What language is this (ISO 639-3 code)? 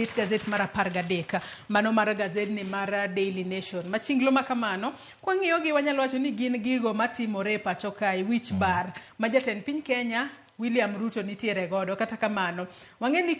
luo